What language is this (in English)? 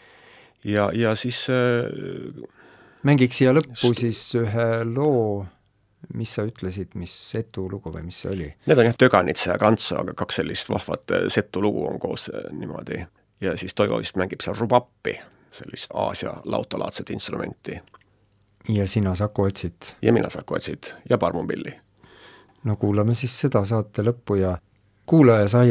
Estonian